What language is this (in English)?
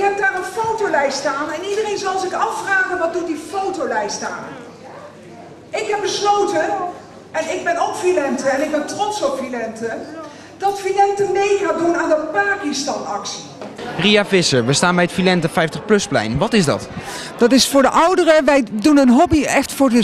Dutch